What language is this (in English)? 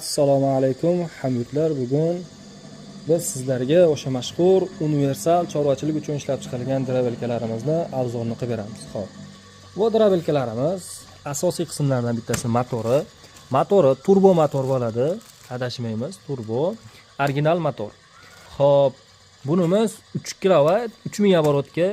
Uzbek